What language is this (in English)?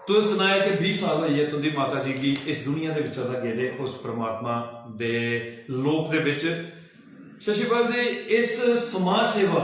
Dogri